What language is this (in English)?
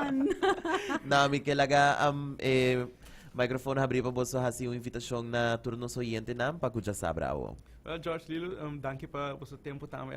Papiamento